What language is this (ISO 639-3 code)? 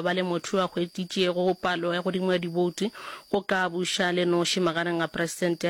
nso